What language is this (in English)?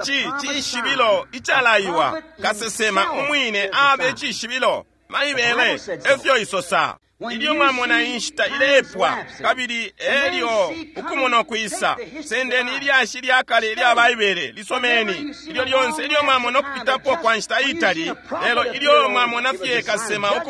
Bemba